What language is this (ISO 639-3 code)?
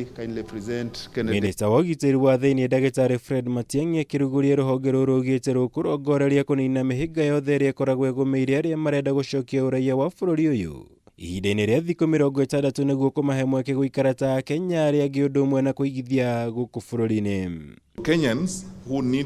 kik